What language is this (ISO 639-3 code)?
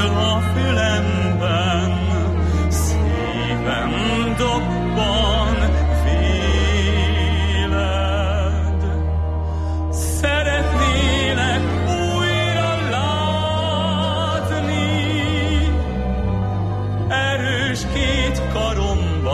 hun